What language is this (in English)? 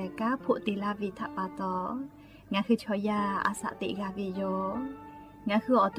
Lahu